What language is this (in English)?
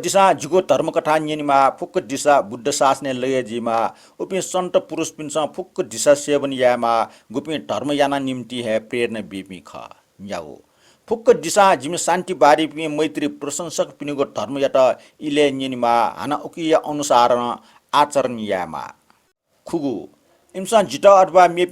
Newari